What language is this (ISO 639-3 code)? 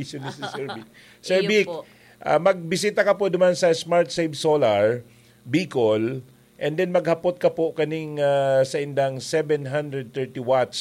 bik